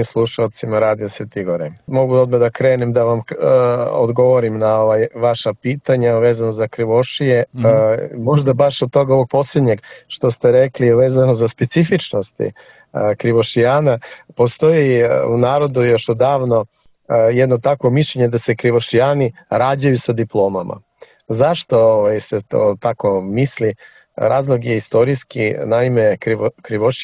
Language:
Serbian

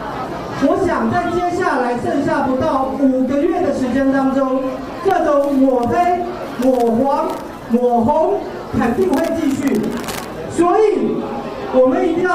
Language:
Chinese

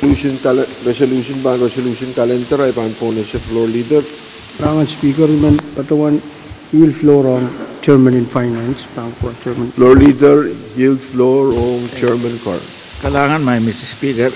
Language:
Pohnpeian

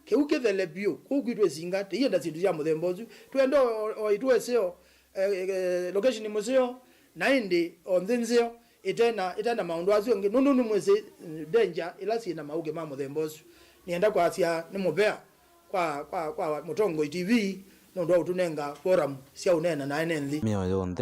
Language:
Kamba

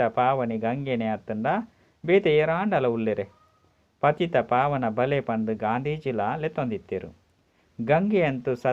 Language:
Tulu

